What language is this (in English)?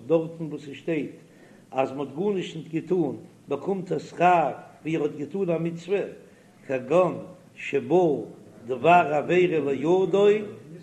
Yiddish